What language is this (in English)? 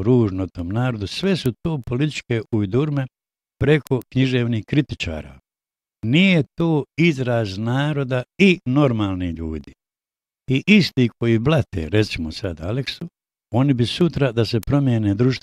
Bosnian